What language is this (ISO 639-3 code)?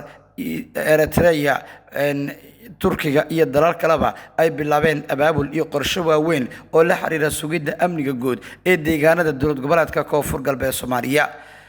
som